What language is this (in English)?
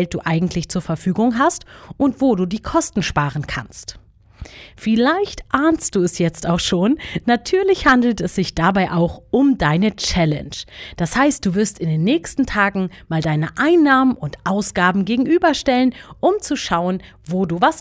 German